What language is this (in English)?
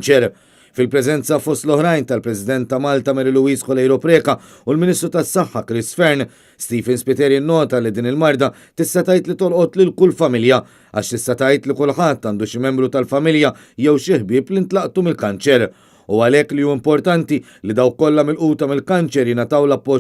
Maltese